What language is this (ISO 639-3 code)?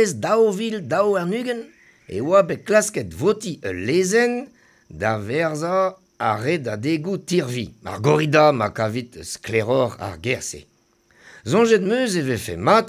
bre